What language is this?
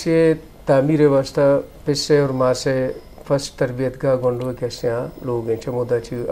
Eastern Balochi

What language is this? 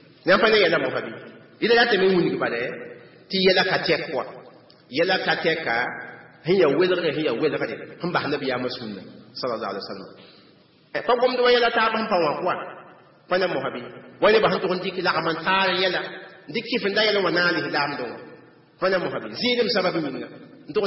Mossi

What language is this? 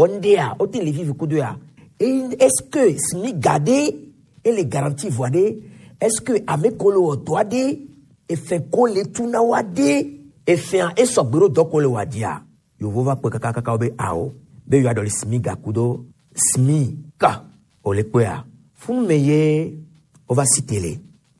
Gen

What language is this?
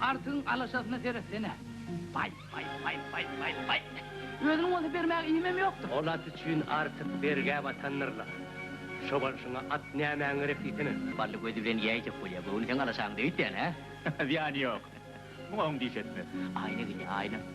Turkmen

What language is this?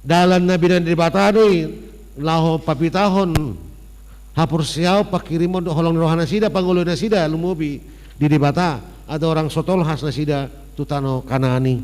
Batak Toba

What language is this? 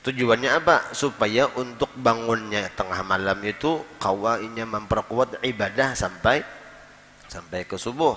Banjar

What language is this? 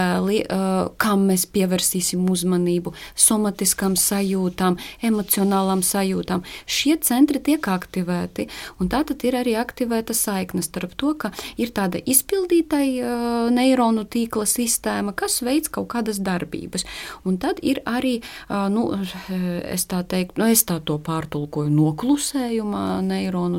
Latvian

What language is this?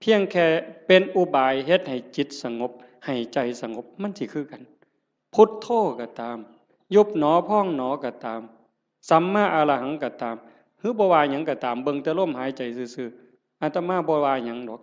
Northeastern Thai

